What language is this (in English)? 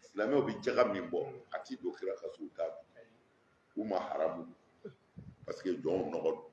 Bambara